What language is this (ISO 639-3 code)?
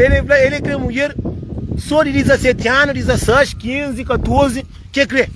kea